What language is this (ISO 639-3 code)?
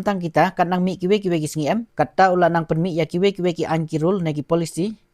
kha